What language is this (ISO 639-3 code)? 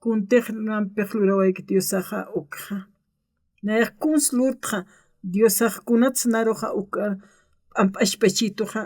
aym